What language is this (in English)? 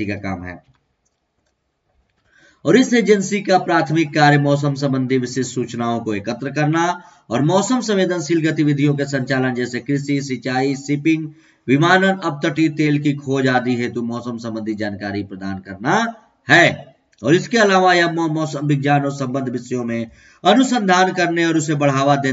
Hindi